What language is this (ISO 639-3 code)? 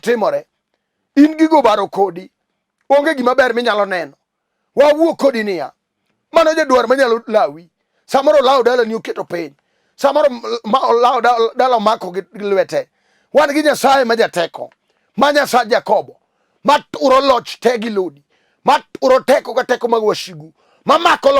luo